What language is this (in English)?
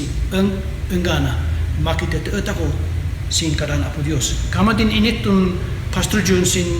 Kankanaey